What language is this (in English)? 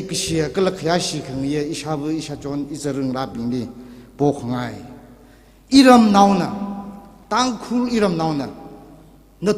Tangkhul Naga (India)